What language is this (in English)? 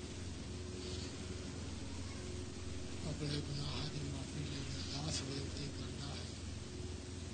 Punjabi